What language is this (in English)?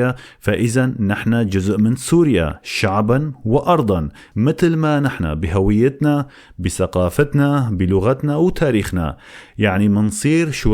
North Levantine Arabic